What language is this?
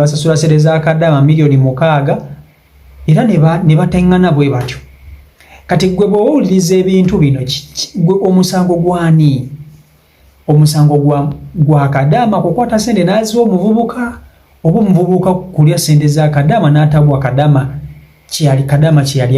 Ganda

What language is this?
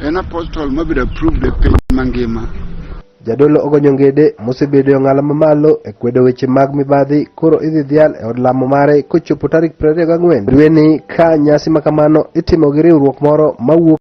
Luo (Kenya and Tanzania)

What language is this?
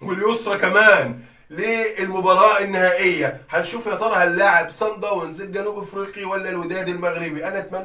Egyptian Arabic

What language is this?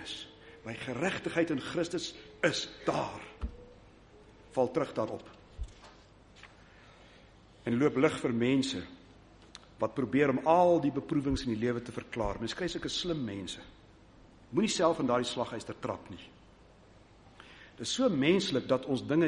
Afrikaans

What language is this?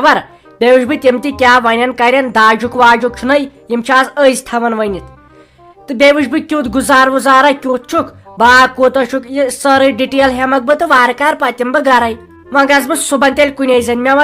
Kashmiri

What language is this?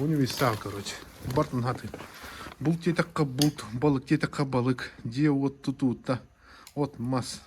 Yakut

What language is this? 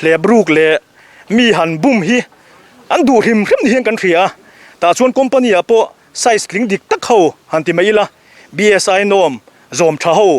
Mizo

